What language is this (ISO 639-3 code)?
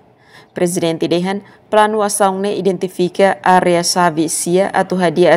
tet